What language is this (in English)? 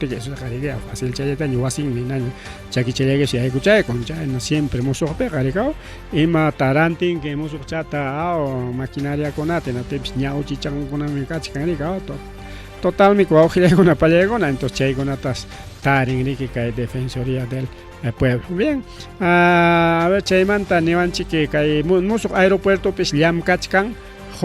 Ayacucho Quechua